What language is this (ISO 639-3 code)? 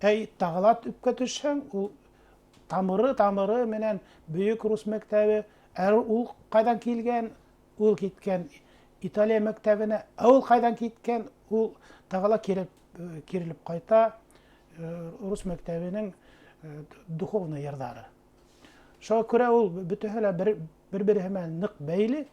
bak